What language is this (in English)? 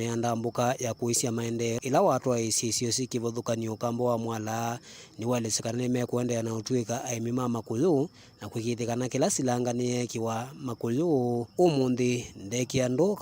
Kamba